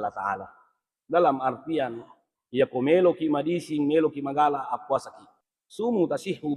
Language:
Buginese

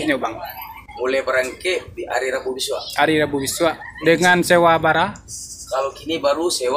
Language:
Minangkabau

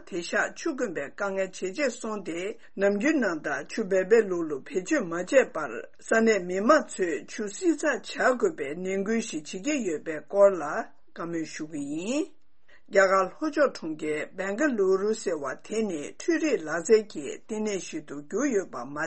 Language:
Tibetan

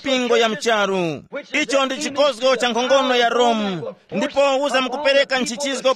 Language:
Tumbuka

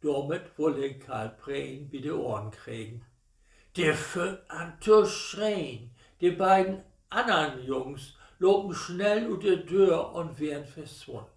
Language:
Low German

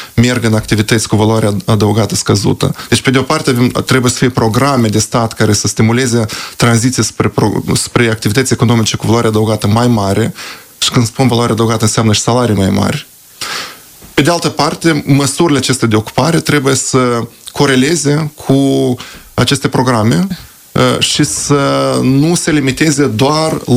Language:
Romanian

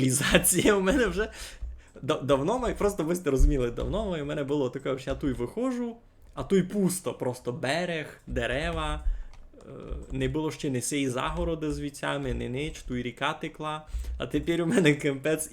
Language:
Rusyn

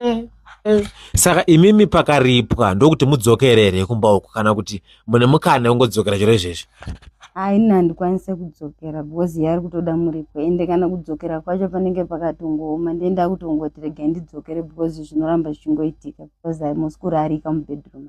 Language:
Shona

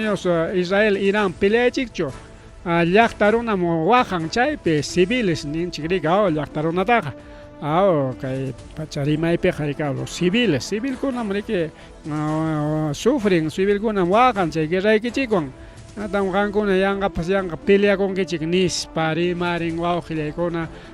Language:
Ayacucho Quechua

